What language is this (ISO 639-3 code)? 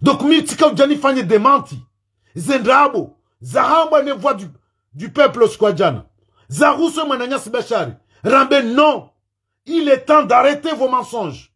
zdj